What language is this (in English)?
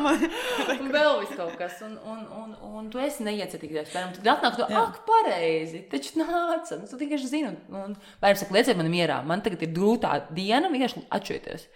Latvian